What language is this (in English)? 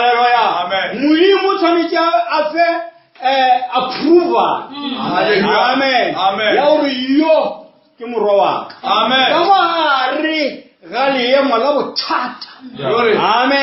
Northern Sotho